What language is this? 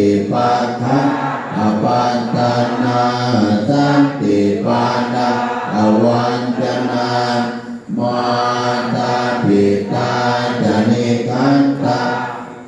Pali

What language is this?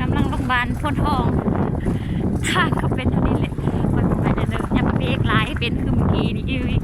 Lao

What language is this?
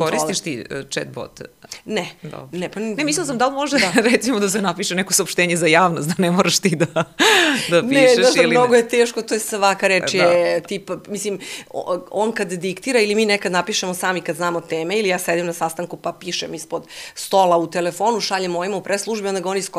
Serbian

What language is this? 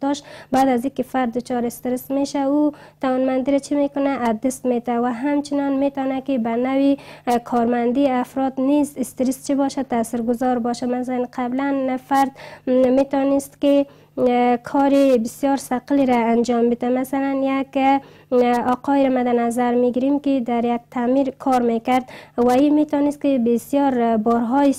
Persian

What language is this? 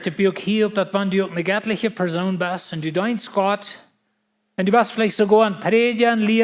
Plautdietsch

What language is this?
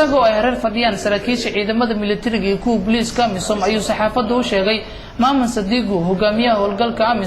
Somali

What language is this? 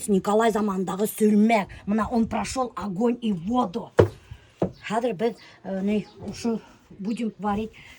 Bashkir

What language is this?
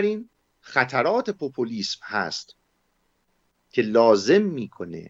Persian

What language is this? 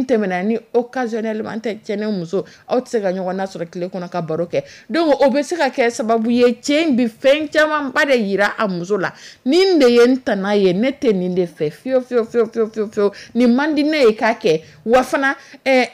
Dyula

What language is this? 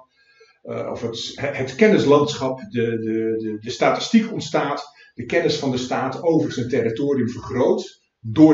Dutch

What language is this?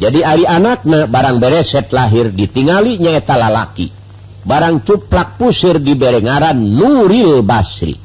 Sundanese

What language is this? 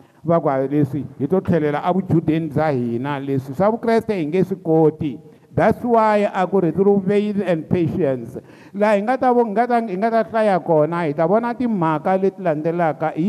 Tsonga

